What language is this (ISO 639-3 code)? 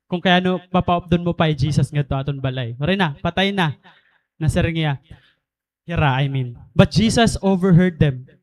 war